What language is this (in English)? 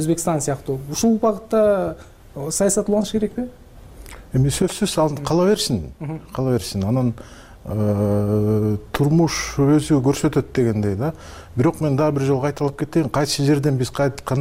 Kyrgyz